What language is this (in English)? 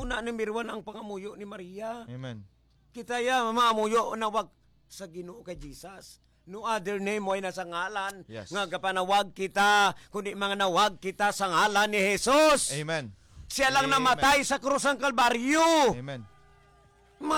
Hiligaynon